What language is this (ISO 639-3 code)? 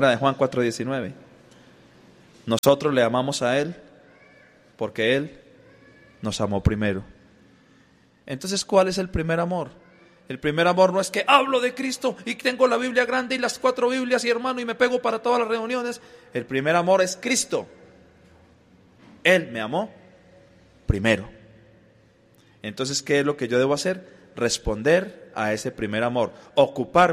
spa